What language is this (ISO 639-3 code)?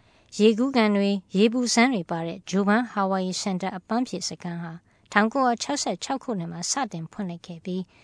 mya